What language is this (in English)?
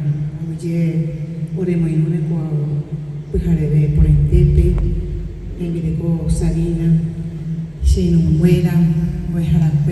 Guarani